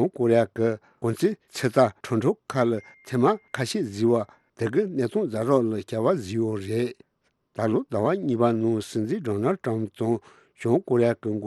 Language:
Tibetan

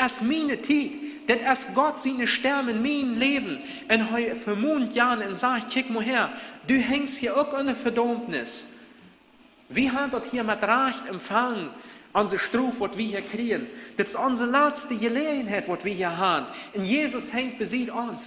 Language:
Plautdietsch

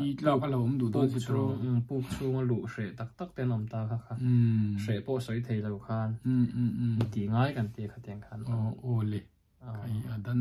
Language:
Vietnamese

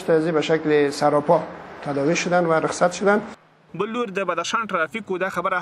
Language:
Pashto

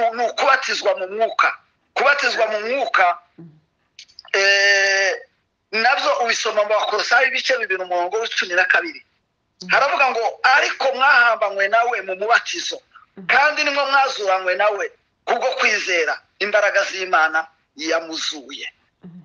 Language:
Kinyarwanda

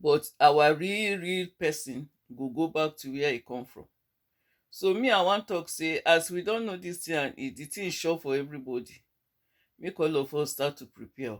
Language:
Nigerian Pidgin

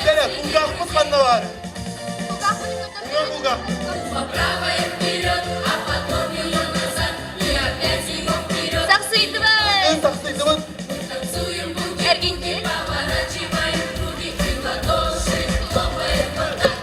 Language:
Yakut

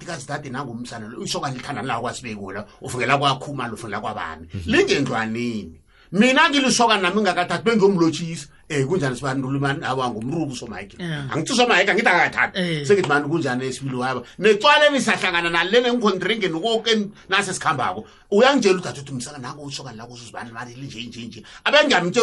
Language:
South Ndebele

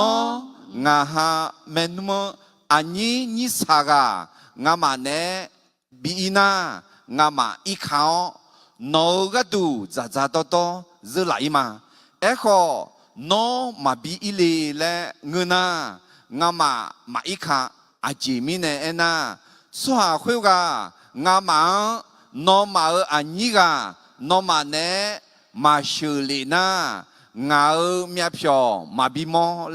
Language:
Akha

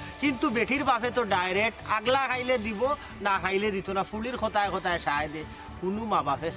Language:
Sylheti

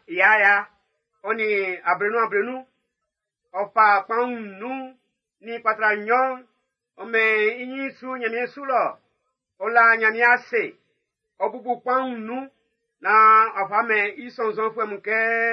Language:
Baoulé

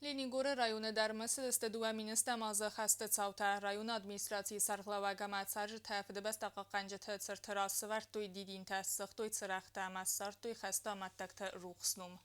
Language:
Ossetic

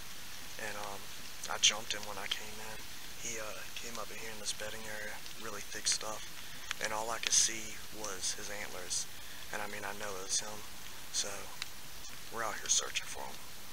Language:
English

